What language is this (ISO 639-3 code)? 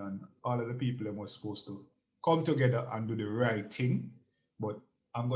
jam